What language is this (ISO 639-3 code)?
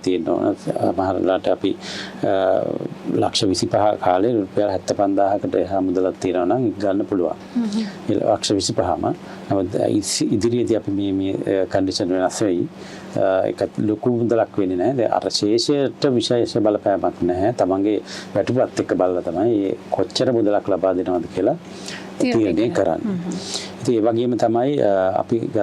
sin